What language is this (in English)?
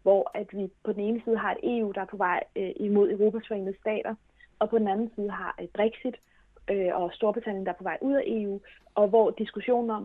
Danish